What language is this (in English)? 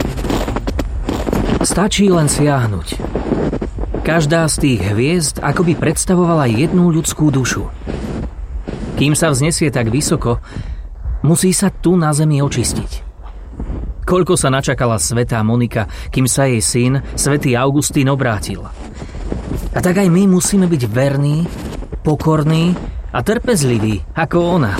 Slovak